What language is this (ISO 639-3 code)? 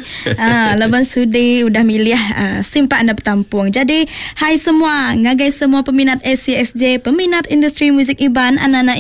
iba